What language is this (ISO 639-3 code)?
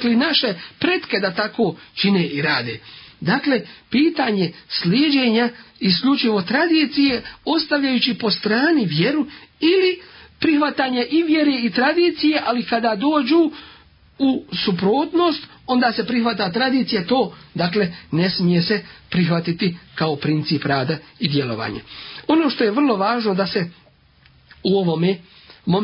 bos